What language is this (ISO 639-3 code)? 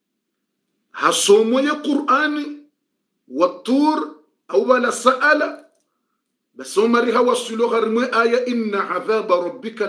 swa